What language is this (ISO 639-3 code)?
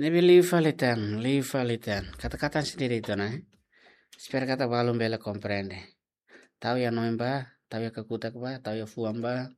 tet